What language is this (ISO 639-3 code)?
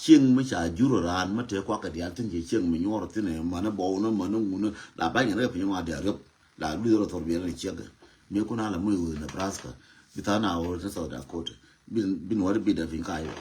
nus